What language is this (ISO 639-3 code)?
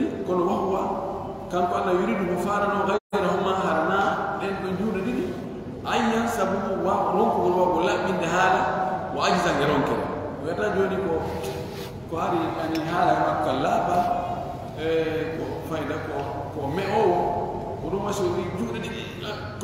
ful